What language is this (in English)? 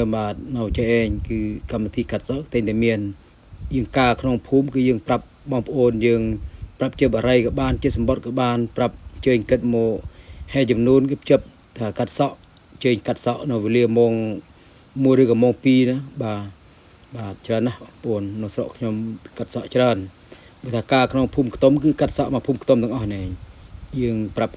Khmer